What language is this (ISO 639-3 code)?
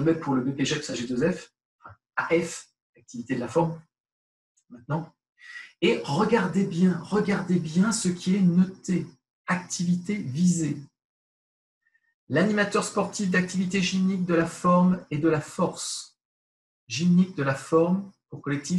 fra